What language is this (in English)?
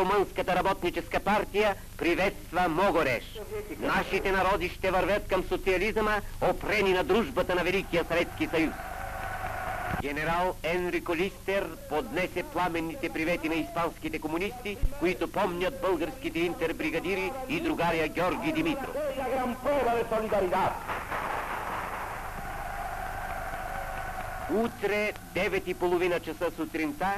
Bulgarian